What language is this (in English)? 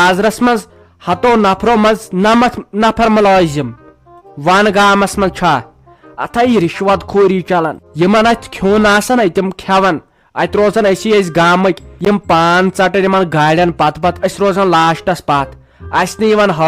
Kashmiri